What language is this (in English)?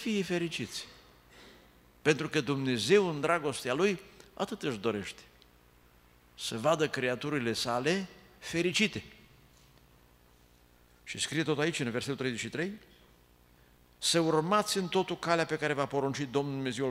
Romanian